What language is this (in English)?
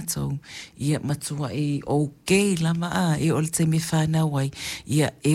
Samoan